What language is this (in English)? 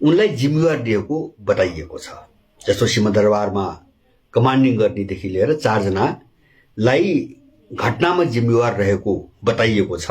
Nepali